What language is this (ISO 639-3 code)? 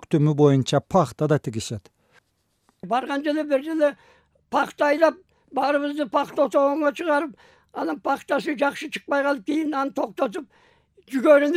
kir